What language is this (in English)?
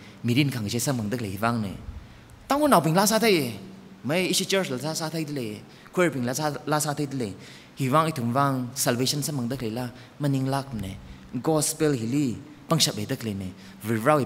Tangkhul Naga (India)